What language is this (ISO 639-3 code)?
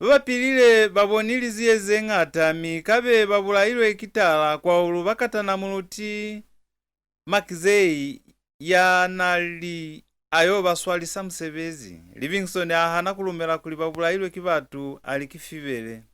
loz